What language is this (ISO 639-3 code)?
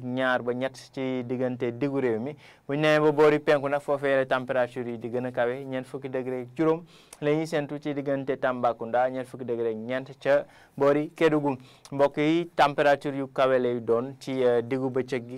wol